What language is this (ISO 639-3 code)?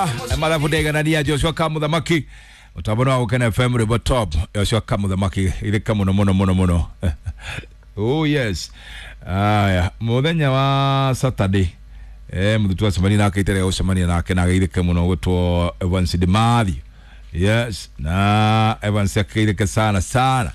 kik